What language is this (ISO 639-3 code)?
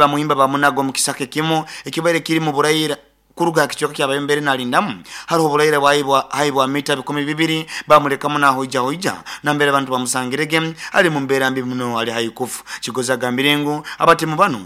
nyo